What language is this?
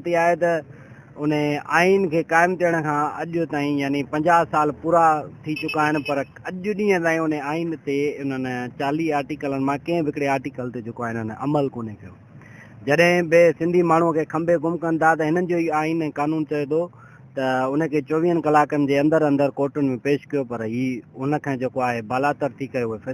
Sindhi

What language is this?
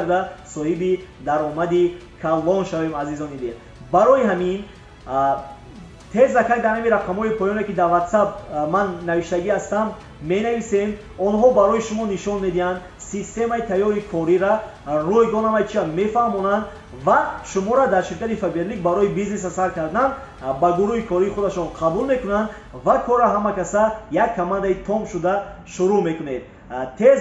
Tajik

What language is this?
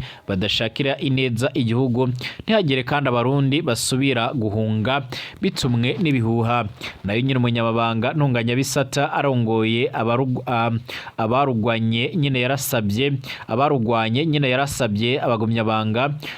Rundi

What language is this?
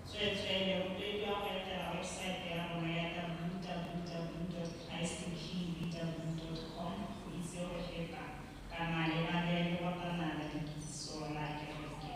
Tswana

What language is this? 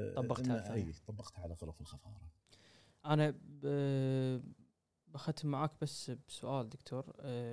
Gulf Arabic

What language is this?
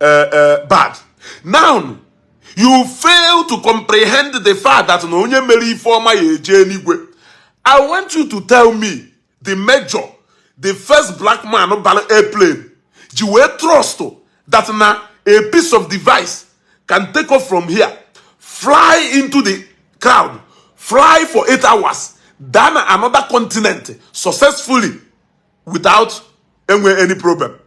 Igbo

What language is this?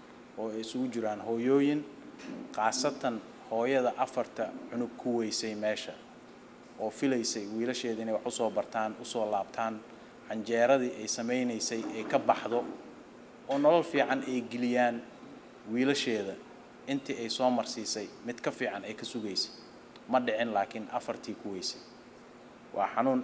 Somali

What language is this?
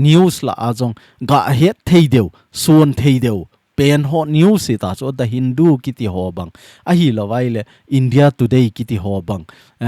Thado Chin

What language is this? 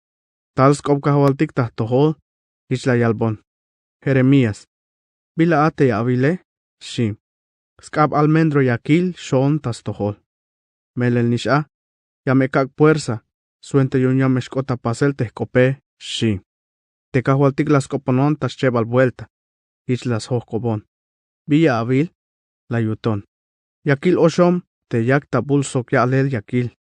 Tzeltal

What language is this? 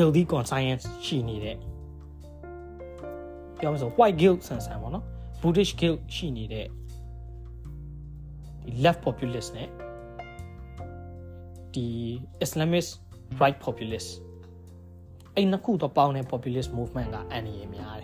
Burmese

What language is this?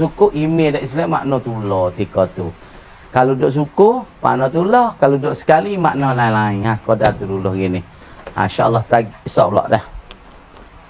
Pattani Malay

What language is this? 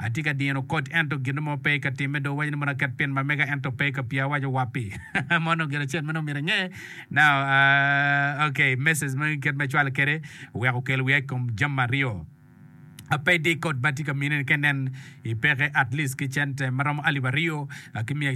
Acoli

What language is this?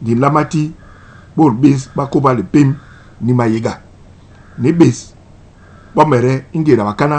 Basaa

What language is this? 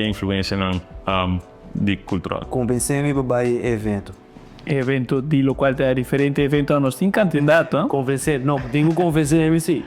Papiamento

